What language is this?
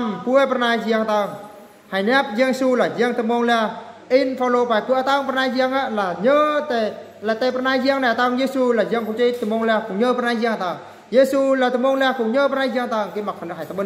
Eastern Bru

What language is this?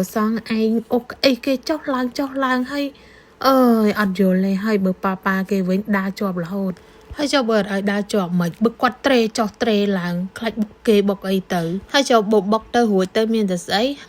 Khmer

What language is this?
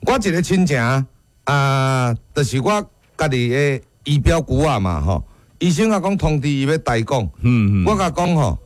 Min Nan Chinese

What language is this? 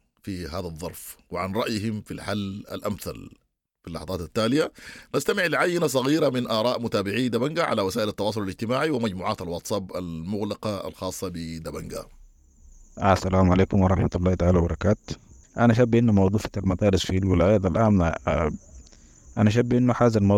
Sudanese Arabic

